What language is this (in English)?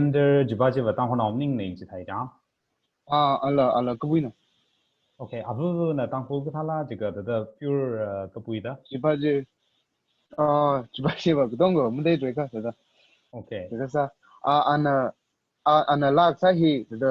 Tangkhul Naga (India)